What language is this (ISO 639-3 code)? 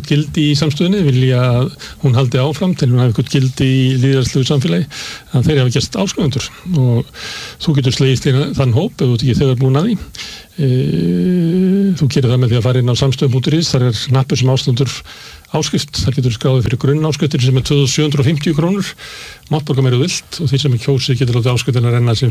isl